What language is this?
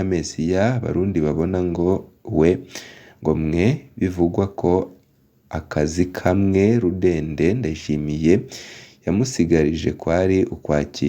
Rundi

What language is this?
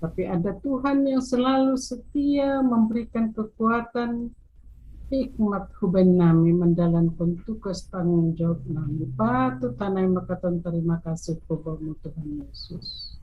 Batak Simalungun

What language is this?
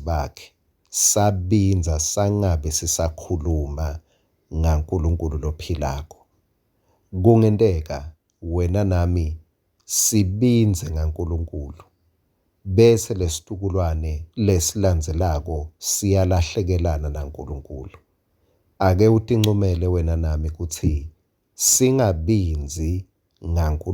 Swati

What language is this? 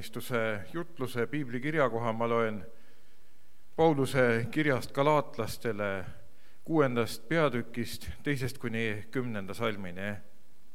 Estonian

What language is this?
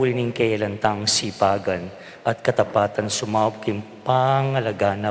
Pampanga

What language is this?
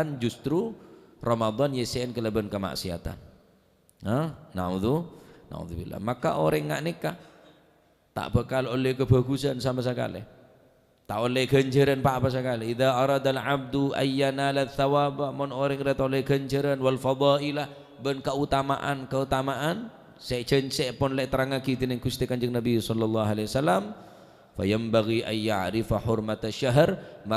Madurese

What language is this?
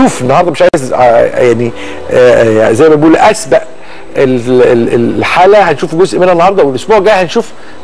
Egyptian Arabic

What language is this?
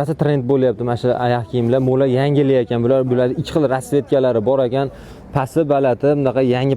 Uzbek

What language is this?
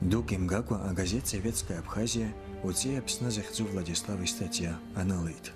Abkhazian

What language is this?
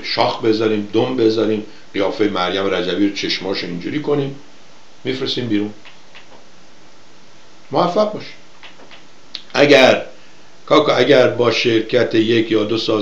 Persian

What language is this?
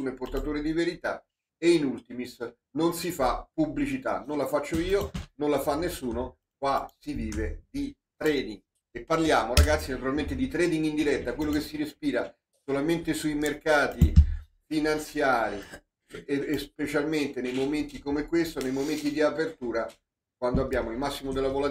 Italian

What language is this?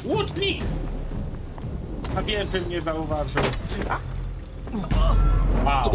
Polish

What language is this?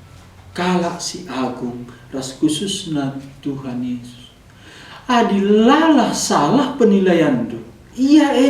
Batak Karo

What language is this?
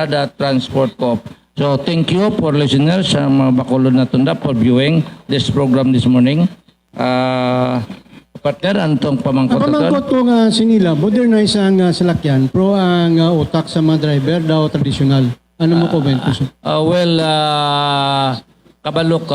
Hiligaynon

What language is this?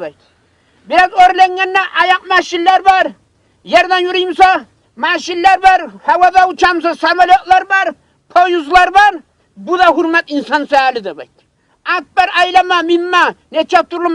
Kumyk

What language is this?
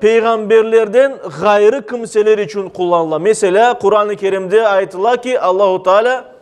Crimean Tatar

